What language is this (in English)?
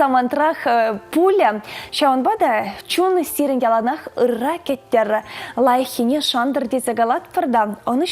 Chuvash